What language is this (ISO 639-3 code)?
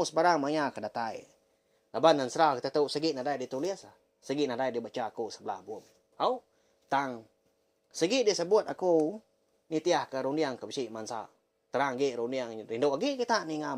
iba